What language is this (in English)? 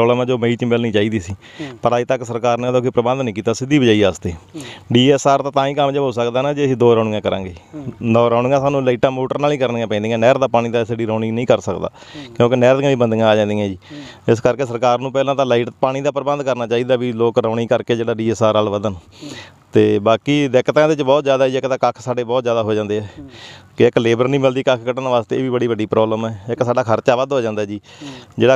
Punjabi